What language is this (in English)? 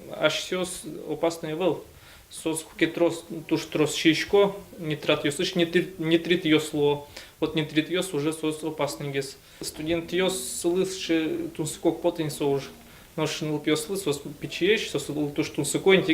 Udmurt